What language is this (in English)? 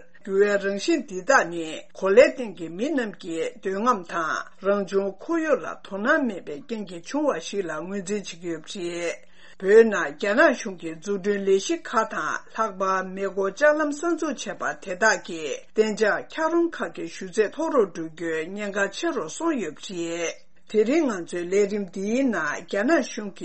Tibetan